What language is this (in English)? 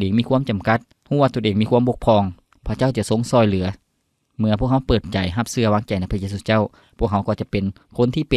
Lao